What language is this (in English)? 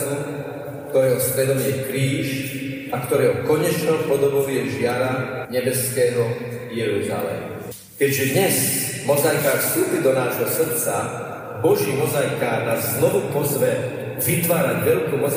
Slovak